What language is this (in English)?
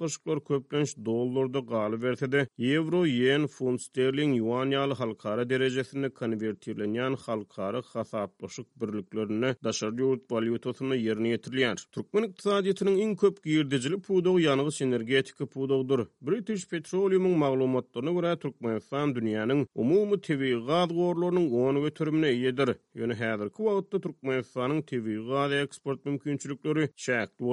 Turkmen